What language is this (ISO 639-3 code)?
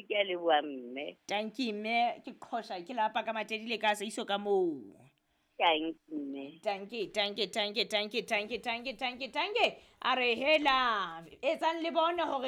sot